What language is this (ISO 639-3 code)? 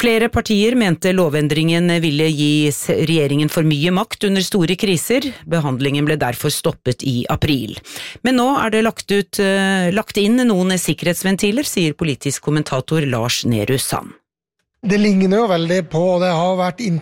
nor